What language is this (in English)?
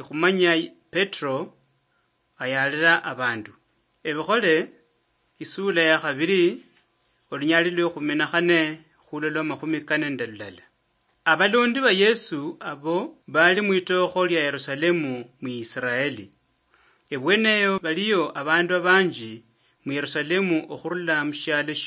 Luyia